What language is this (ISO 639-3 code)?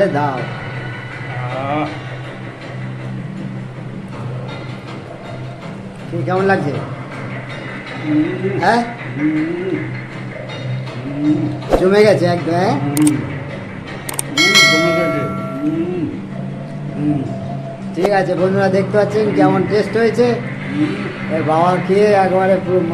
ben